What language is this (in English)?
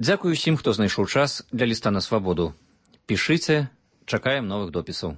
Belarusian